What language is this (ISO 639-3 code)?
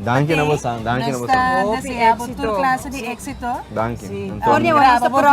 pap